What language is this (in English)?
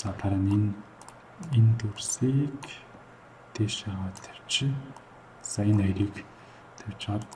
Mongolian